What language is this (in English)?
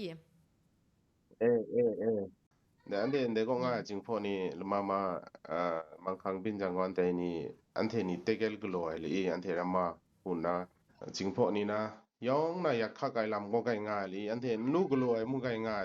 Kachin